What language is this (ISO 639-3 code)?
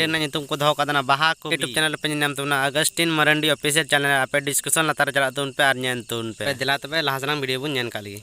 sat